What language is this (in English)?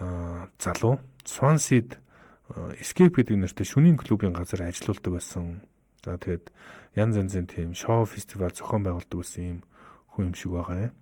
Mongolian